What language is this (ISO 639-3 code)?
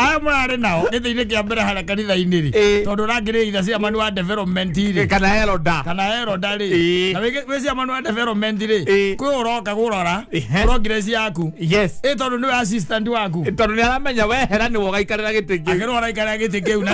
kik